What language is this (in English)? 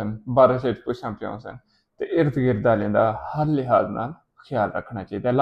Saraiki